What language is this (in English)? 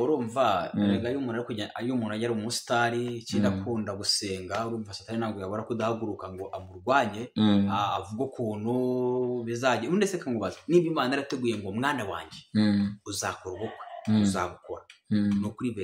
Kinyarwanda